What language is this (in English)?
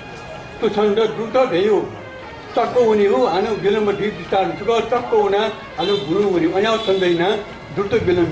Newari